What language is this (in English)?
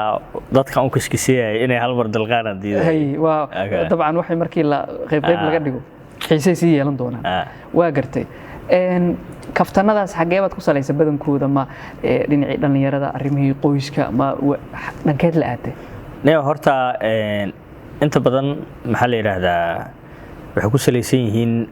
Somali